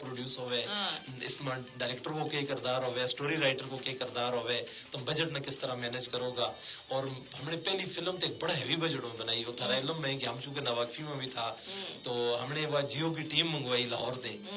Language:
Gujari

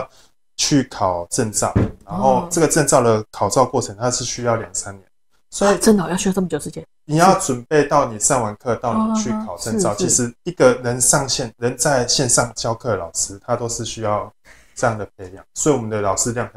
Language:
Chinese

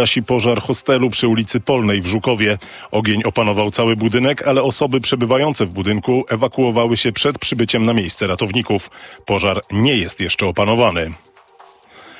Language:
Polish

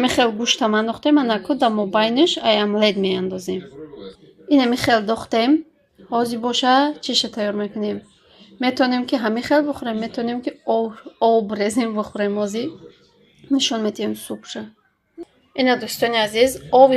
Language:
Tajik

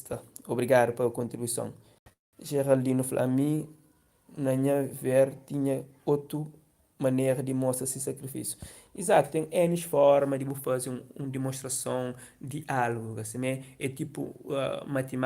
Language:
Kabuverdianu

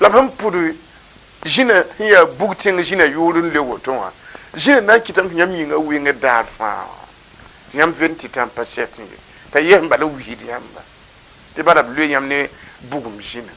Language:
Mossi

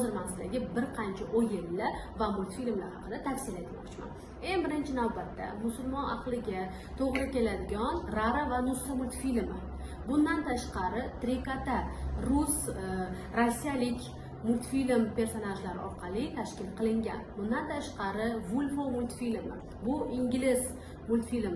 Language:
Uzbek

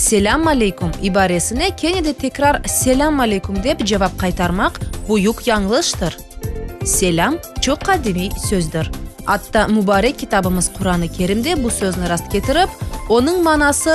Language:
Crimean Tatar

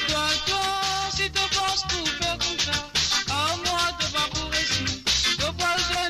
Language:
Morisyen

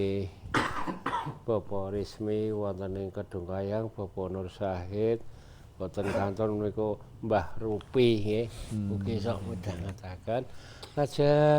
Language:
Javanese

